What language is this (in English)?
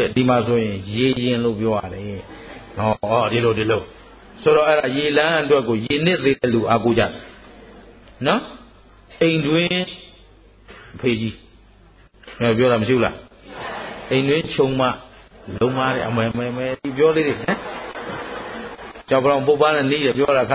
Burmese